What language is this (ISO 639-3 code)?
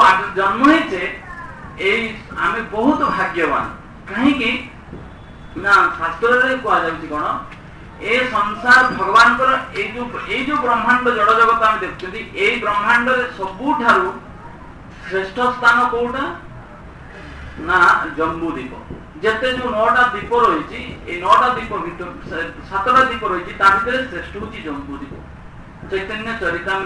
ori